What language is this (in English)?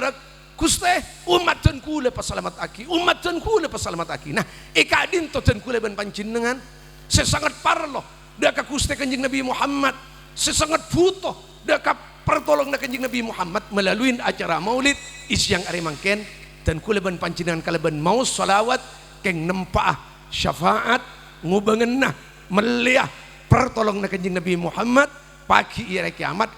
Madurese